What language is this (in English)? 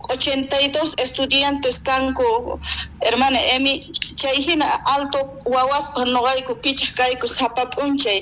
South Bolivian Quechua